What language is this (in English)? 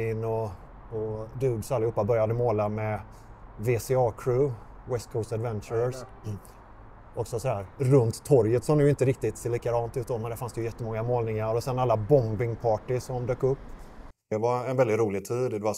Swedish